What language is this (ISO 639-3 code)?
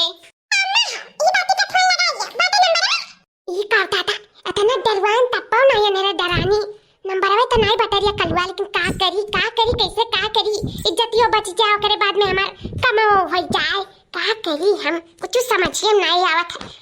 awa